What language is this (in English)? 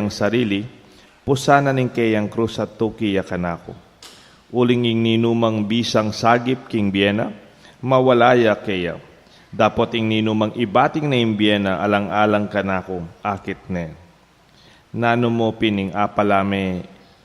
Pampanga